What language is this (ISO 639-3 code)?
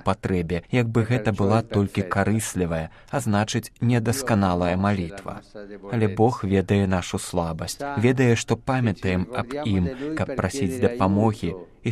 bel